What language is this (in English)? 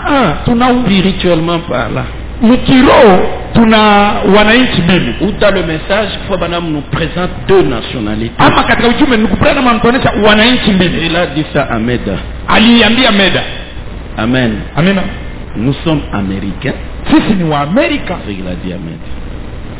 Swahili